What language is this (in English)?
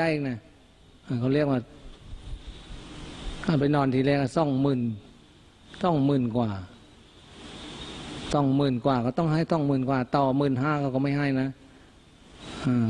Thai